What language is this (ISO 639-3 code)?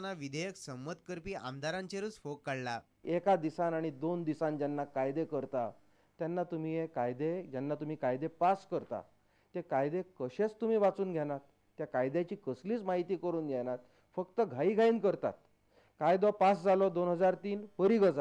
kok